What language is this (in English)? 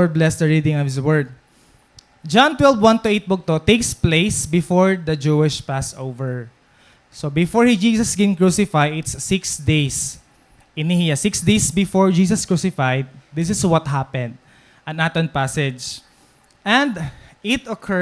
Waray